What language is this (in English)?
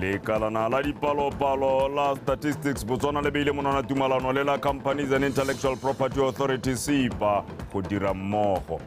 Tswana